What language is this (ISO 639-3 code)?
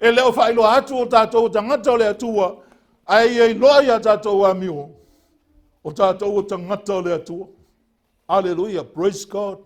smo